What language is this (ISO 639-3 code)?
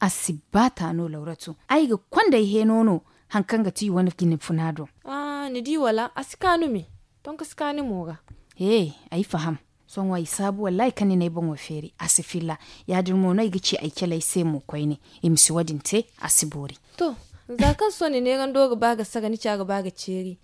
dje